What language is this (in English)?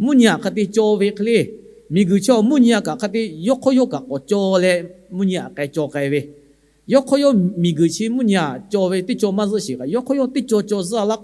Lahu